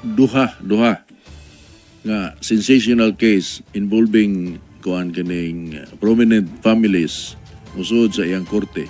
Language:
Cebuano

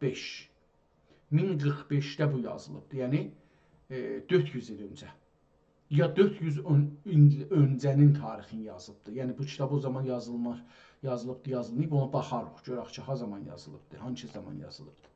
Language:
South Azerbaijani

